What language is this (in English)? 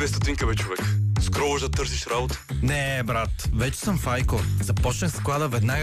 Bulgarian